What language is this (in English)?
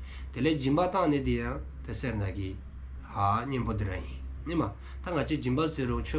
Dzongkha